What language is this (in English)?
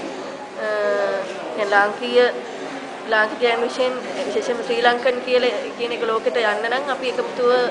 Sinhala